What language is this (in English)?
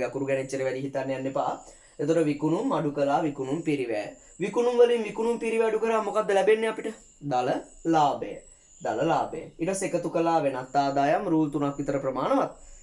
Sinhala